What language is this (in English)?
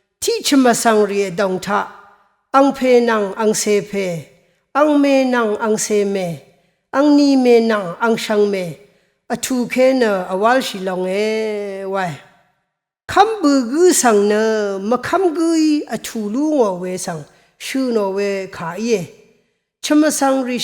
Rawang